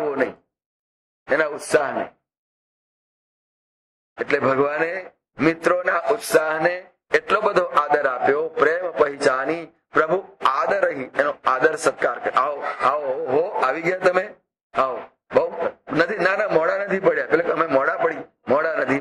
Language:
Gujarati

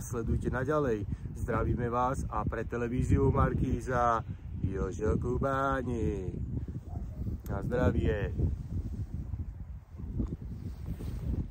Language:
Slovak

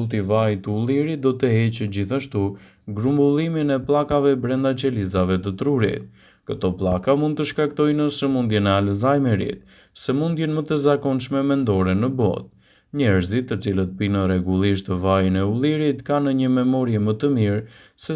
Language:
Albanian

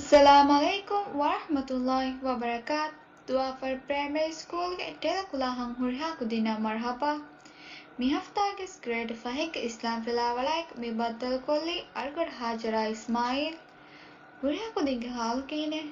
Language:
Divehi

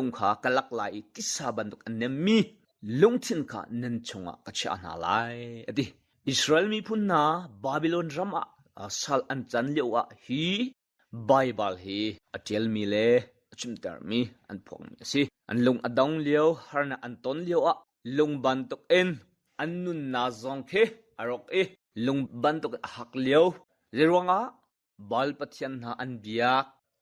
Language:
Hakha Chin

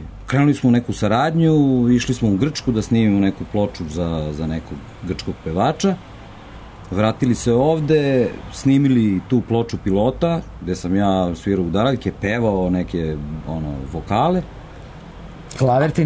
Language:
Serbian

